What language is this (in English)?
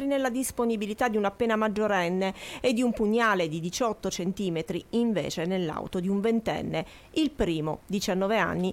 Italian